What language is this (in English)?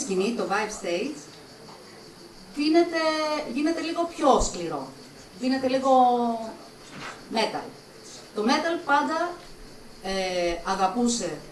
Greek